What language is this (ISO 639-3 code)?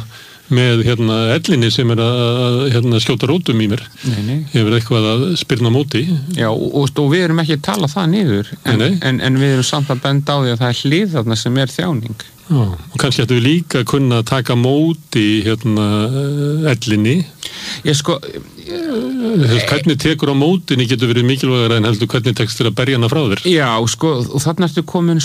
isl